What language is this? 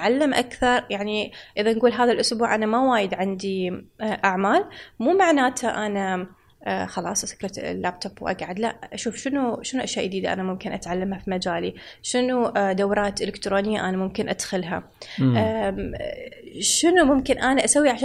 Gulf Arabic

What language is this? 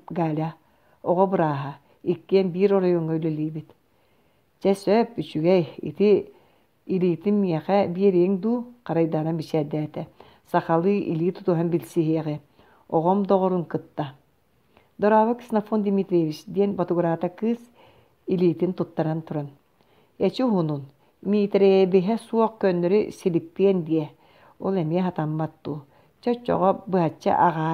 Yakut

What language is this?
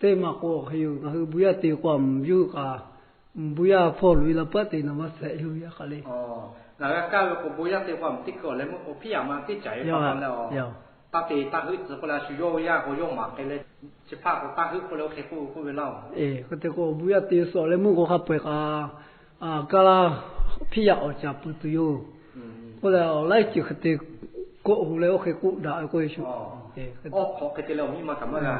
Lahu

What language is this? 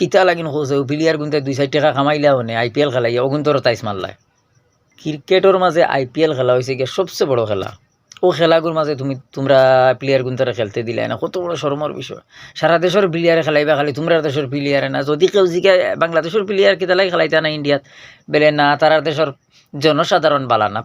Sylheti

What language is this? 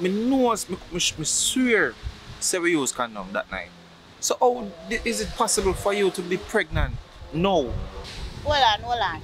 Jamaican Creole English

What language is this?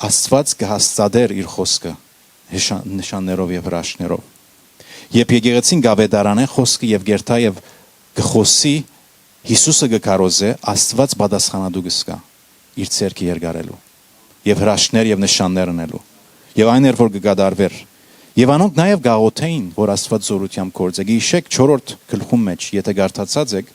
Western Armenian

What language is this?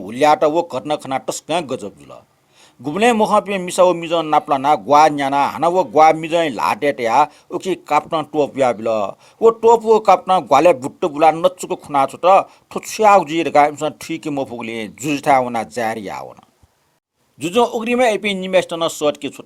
Newari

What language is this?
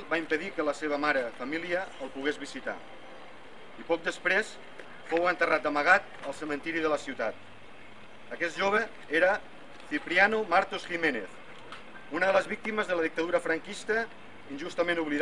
Catalan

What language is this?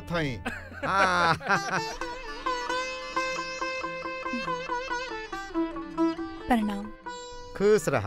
Bhojpuri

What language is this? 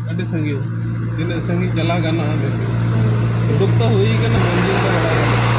Santali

